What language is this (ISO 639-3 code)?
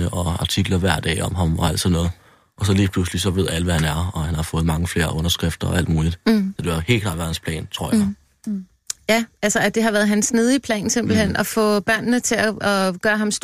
dan